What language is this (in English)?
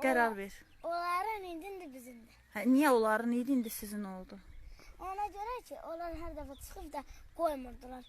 Azerbaijani